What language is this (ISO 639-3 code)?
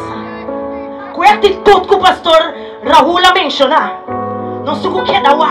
pap